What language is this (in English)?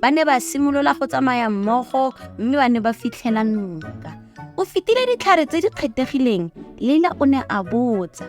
Tswana